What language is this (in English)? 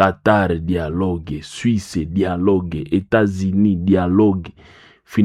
Nande